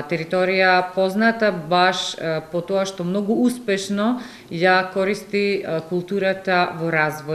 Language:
Macedonian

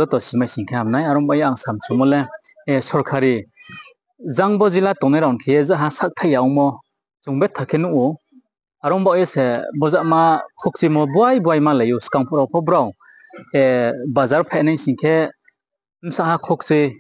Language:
Riang (India)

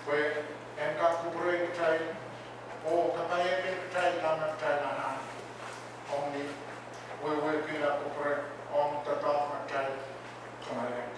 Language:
Pohnpeian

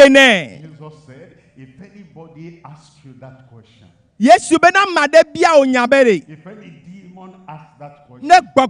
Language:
Ewe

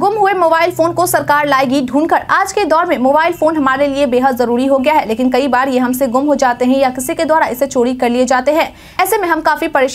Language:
Hindi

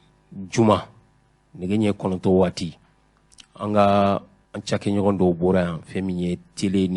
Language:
Bambara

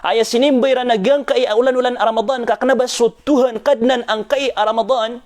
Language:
Maranao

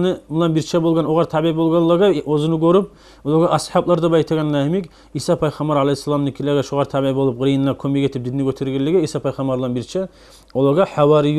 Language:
Kumyk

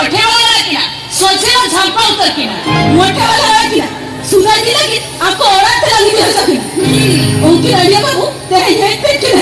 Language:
Santali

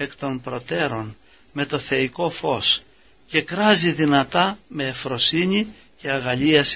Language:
Greek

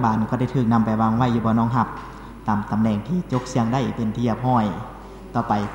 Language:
Lao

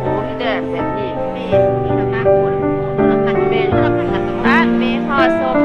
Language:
Northeastern Thai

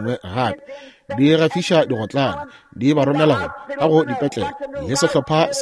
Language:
Northern Sotho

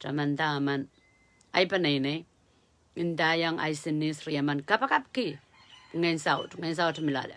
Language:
Pohnpeian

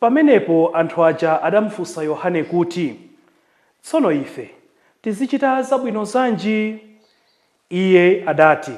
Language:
Nyanja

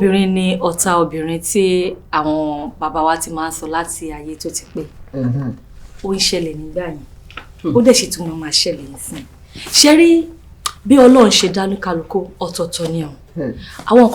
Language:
Yoruba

